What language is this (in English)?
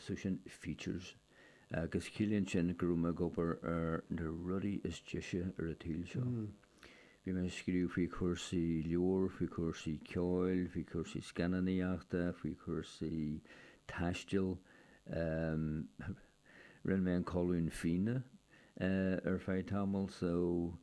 Irish